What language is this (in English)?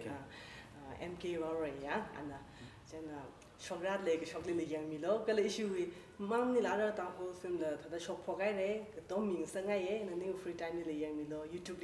Tangkhul Naga (India)